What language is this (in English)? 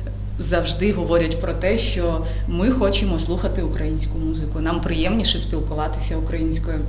Ukrainian